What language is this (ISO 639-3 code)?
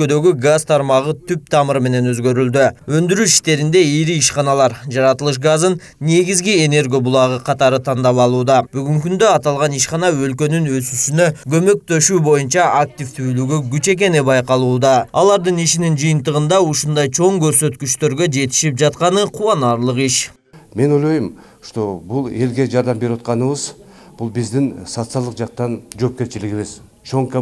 kir